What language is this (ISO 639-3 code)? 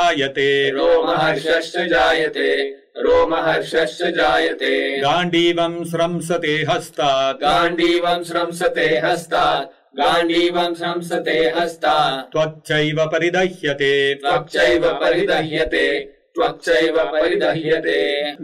san